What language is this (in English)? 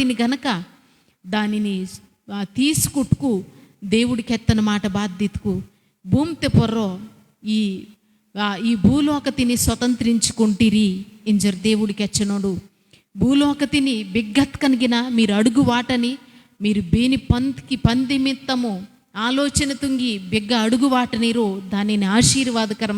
Koya